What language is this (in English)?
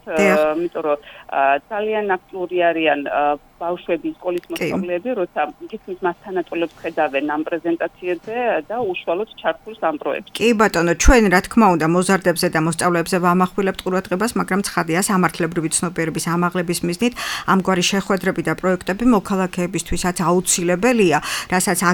Georgian